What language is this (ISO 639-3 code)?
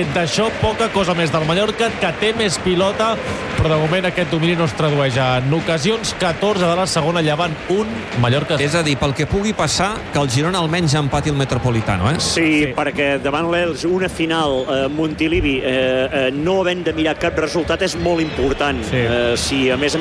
cat